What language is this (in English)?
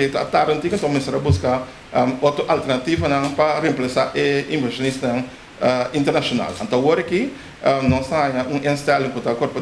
Papiamento